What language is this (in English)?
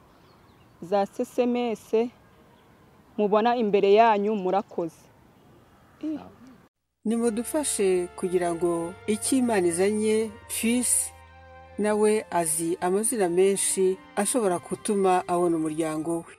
Kinyarwanda